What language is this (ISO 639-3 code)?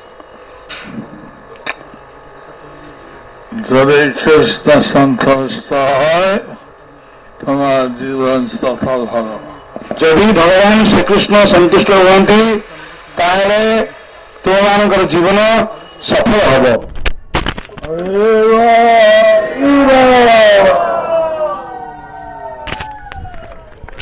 ori